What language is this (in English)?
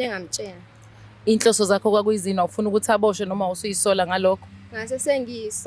Zulu